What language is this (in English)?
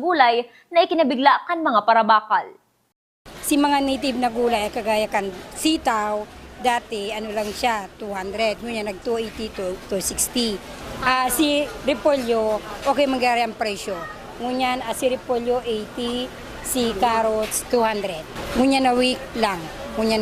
Bikol